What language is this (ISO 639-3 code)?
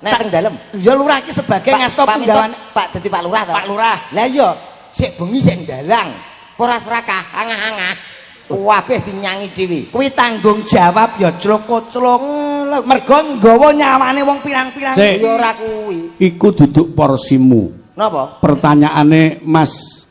jav